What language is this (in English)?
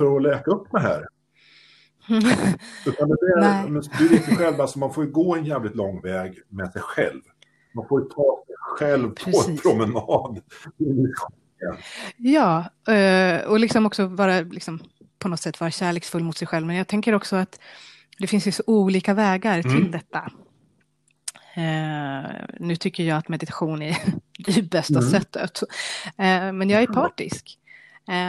Swedish